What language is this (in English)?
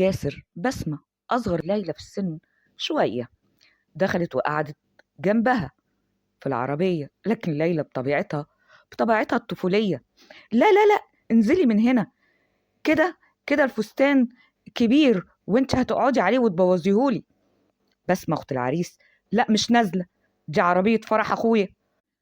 Egyptian Arabic